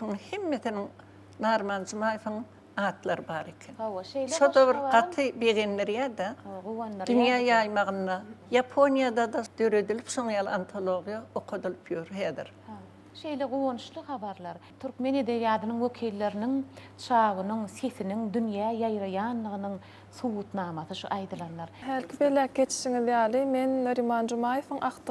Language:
Turkmen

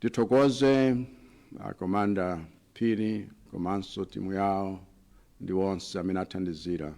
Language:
Nyanja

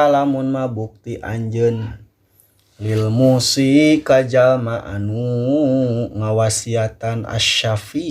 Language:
Sundanese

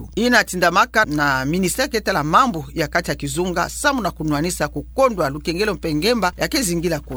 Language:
Kituba (Democratic Republic of Congo)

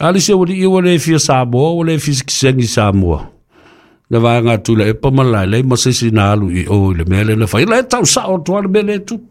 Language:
Samoan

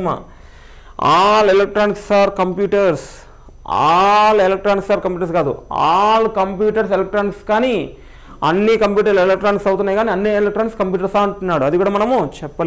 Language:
Telugu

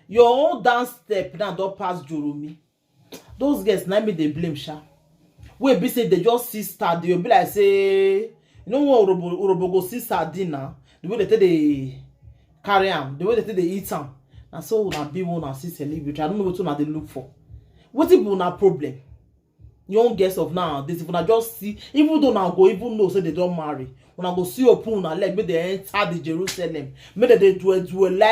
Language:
Nigerian Pidgin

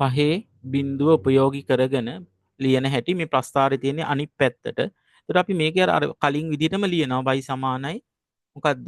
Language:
Sinhala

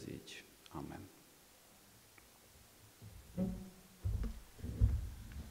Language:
Hungarian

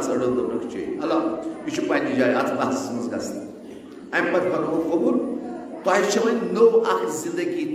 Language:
Kashmiri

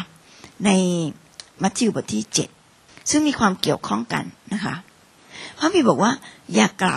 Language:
Thai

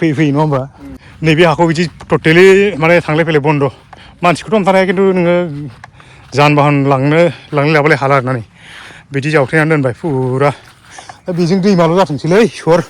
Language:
Bodo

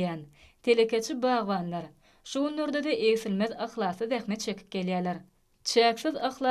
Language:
Turkmen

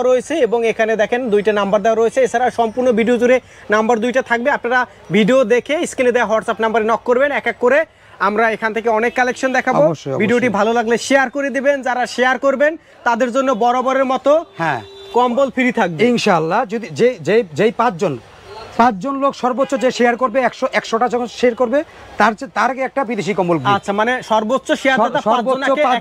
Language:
Bangla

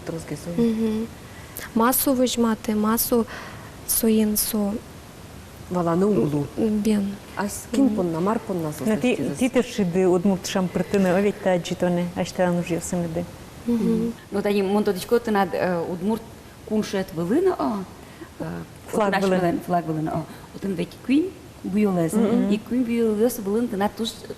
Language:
Udmurt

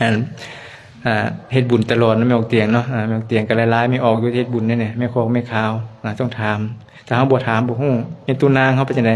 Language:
Lao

